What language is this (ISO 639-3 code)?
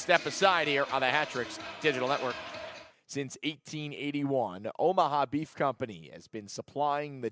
eng